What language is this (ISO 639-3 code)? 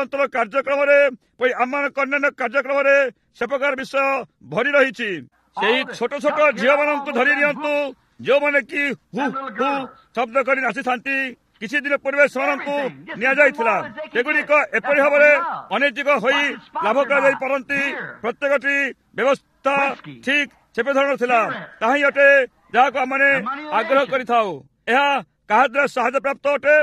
ori